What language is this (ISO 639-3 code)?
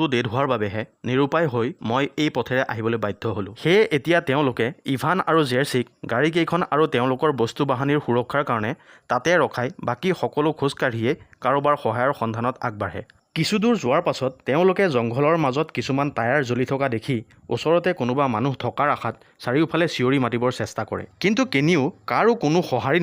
asm